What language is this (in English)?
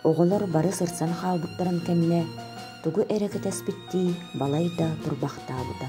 Yakut